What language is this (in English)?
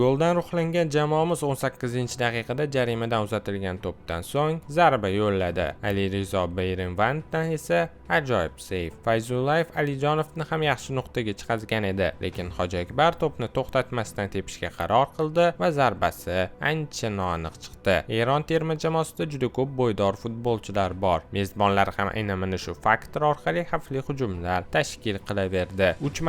Uzbek